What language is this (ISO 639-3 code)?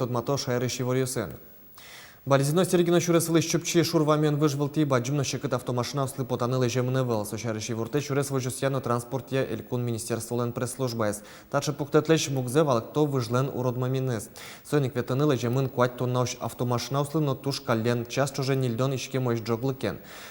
udm